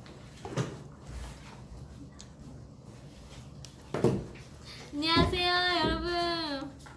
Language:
Korean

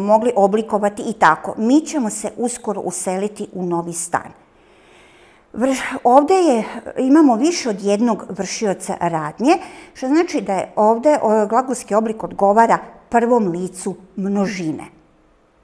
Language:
Croatian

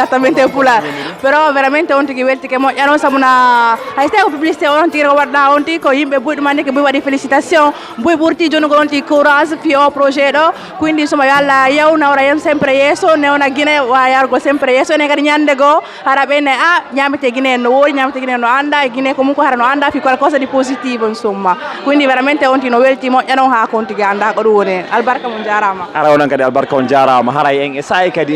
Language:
Fula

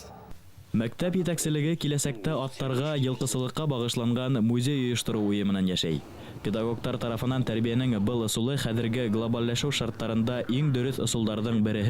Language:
Bashkir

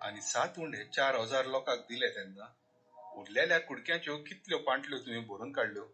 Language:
Konkani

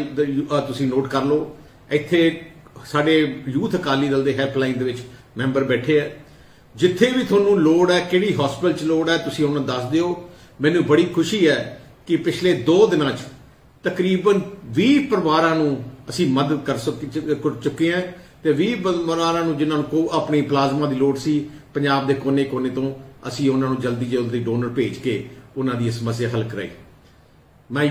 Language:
Punjabi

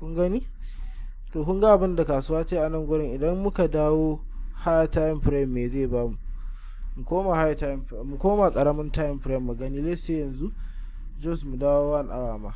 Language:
Hausa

